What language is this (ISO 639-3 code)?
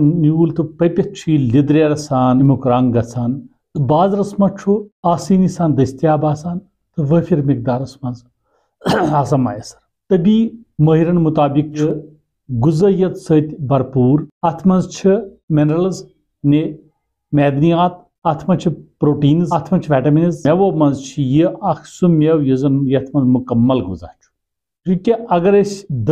kas